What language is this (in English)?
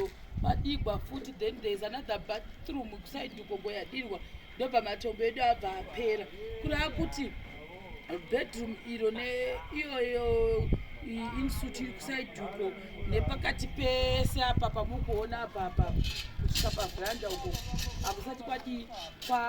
Shona